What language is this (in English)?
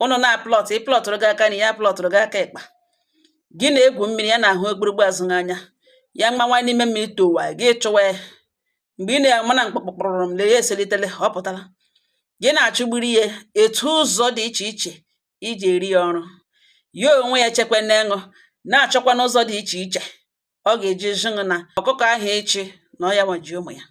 Igbo